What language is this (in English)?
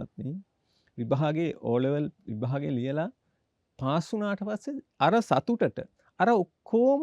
Sinhala